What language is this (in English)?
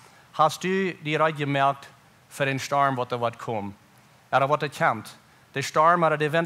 Plautdietsch